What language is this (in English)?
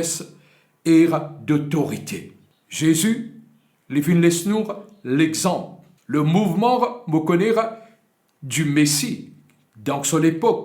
Morisyen